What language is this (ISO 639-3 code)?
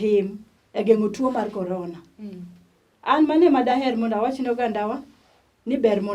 luo